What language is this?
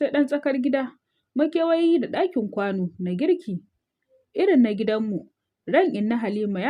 Hausa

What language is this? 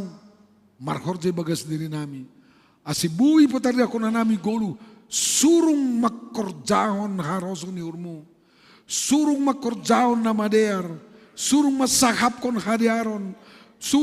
Batak Simalungun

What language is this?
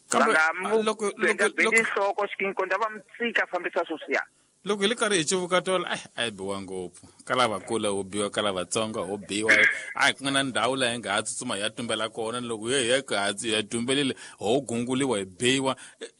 Tsonga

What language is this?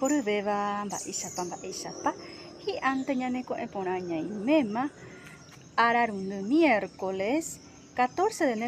Guarani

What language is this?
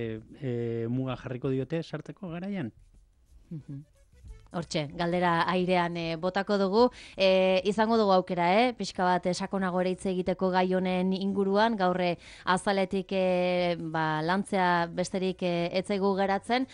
Basque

